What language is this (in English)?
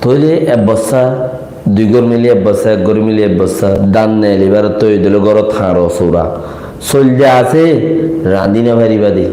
Rohingya